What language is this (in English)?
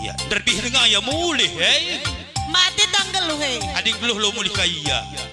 Batak Karo